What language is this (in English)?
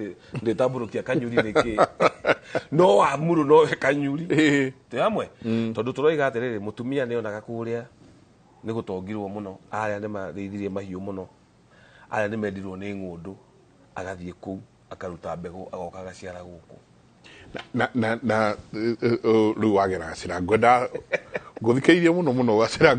Kikuyu